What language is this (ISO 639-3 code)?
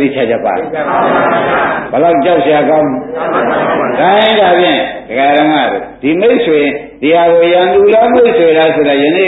mya